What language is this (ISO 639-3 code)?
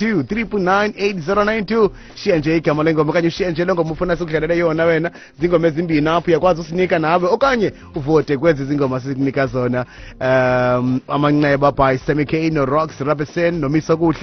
xho